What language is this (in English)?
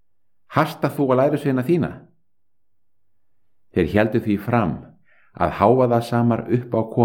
Icelandic